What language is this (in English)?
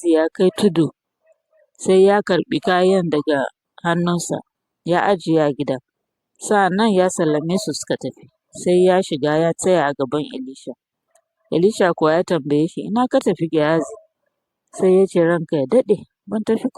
Hausa